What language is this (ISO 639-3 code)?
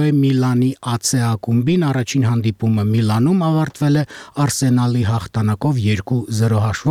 hye